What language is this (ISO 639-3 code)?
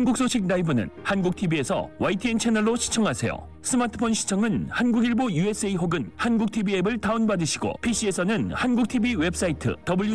kor